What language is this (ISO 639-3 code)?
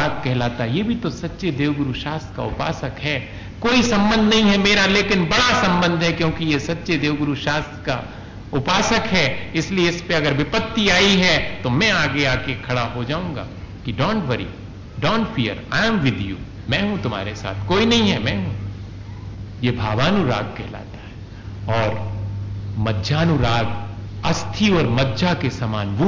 hin